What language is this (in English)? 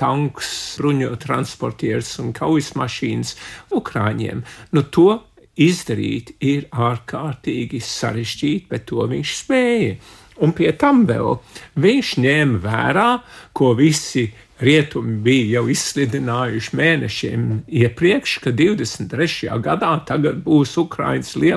Latvian